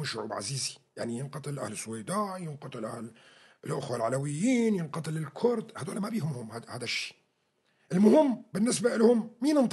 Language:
North Levantine Arabic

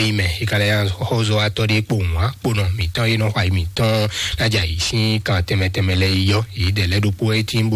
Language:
Fon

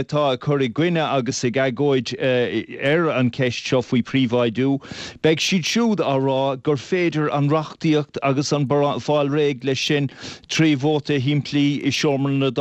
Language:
Irish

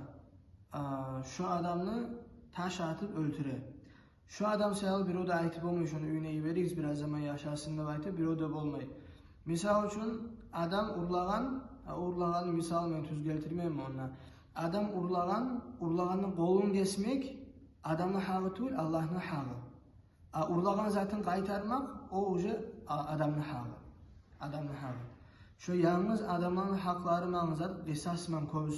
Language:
Kumyk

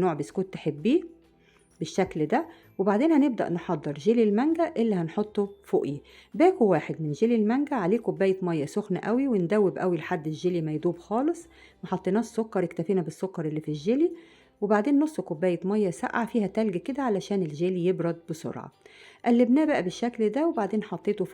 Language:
Egyptian Arabic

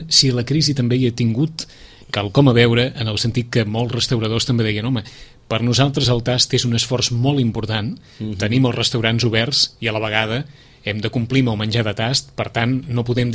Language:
Catalan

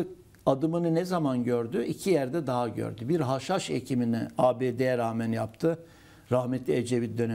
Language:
Turkish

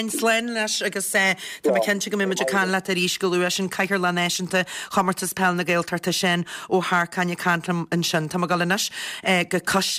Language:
Irish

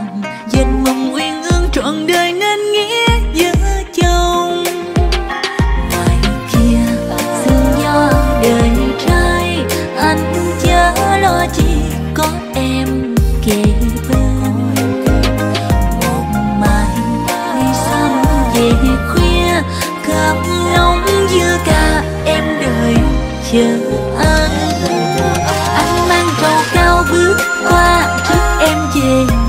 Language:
Vietnamese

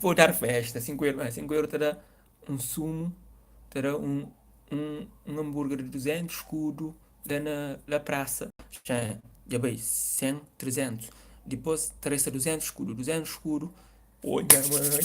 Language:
Kabuverdianu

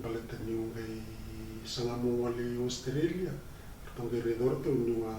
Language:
Fijian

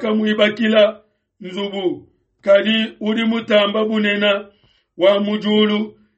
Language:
Luba-Lulua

